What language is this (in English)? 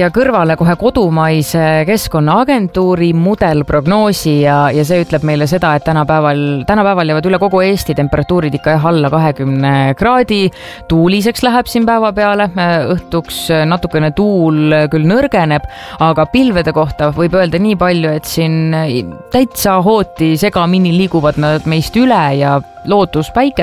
Estonian